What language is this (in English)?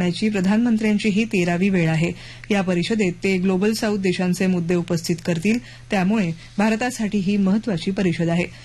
Marathi